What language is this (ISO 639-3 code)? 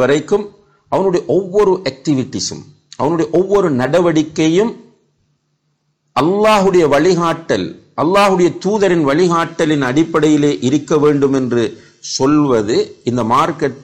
tam